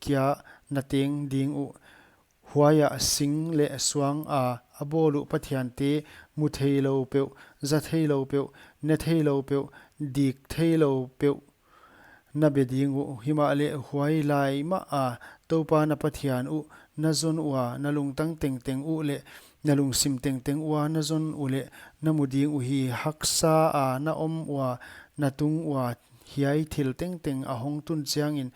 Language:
Paite Chin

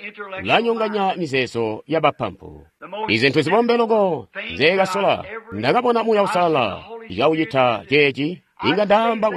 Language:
Tonga (Zambia)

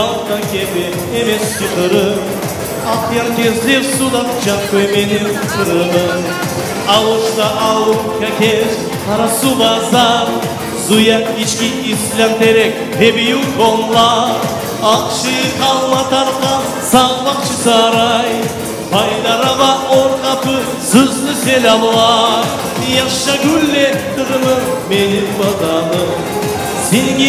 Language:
Crimean Tatar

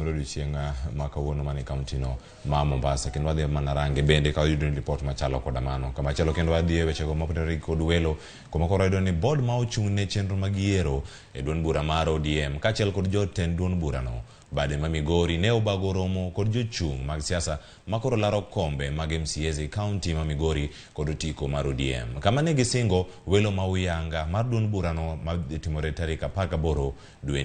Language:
Luo (Kenya and Tanzania)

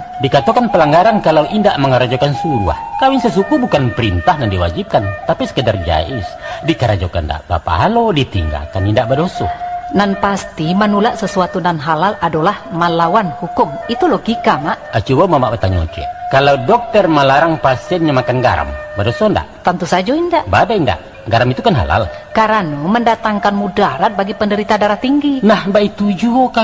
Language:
Minangkabau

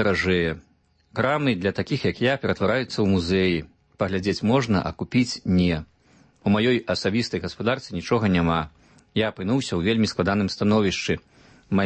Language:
Belarusian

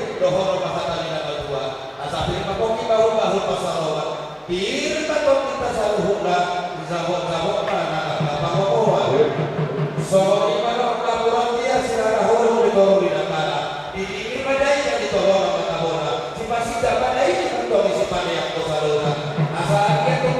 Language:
Batak Toba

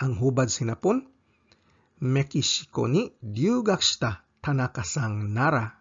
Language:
Cebuano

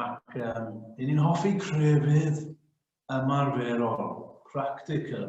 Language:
Welsh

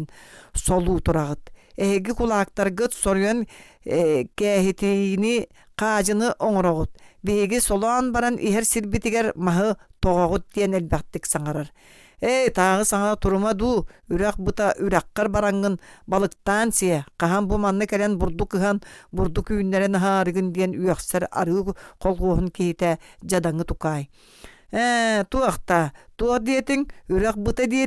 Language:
Yakut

